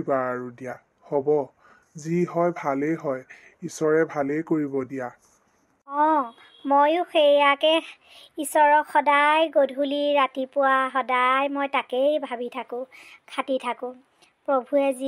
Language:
Assamese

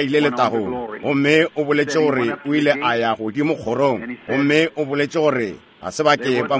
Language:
Northern Sotho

